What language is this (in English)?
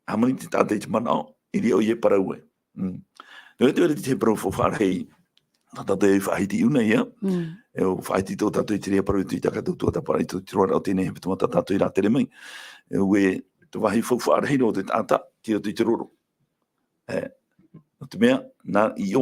Tahitian